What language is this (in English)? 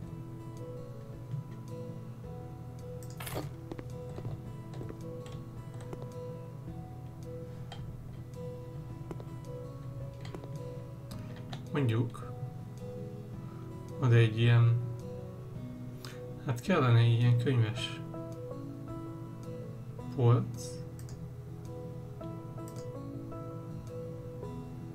Hungarian